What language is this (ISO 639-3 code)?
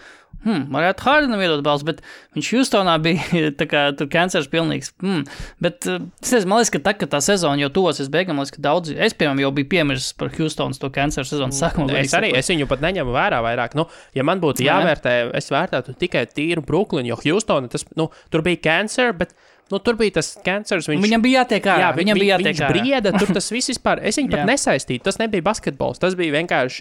lav